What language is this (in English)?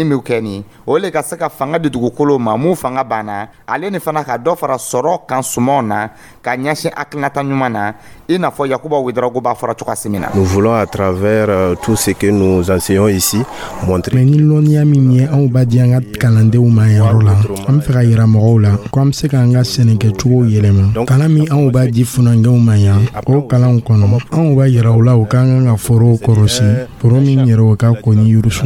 Dyula